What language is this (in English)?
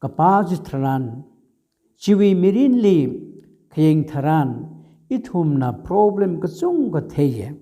Tangkhul Naga (India)